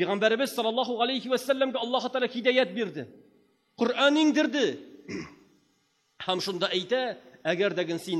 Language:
Tatar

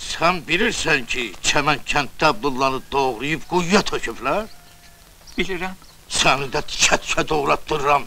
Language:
Azerbaijani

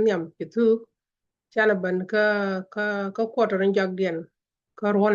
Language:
Nuer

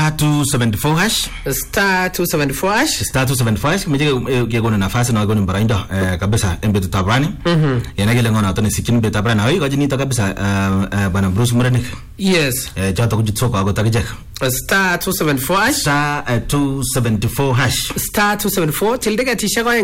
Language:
Swahili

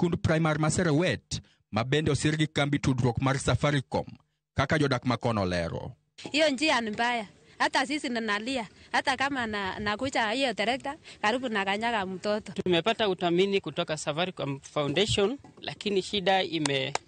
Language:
Luo (Kenya and Tanzania)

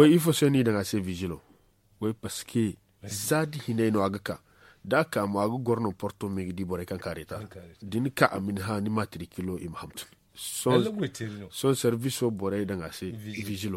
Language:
Zarma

